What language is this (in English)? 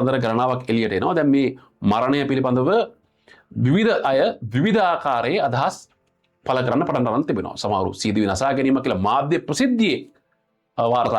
Sinhala